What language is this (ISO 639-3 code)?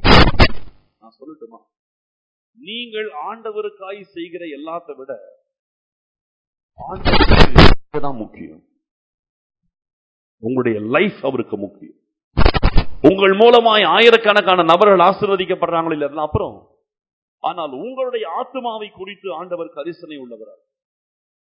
tam